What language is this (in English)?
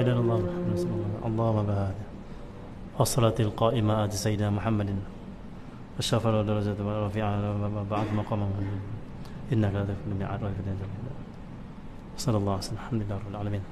Malay